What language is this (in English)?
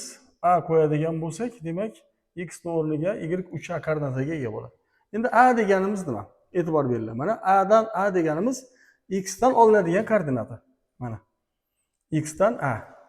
Uzbek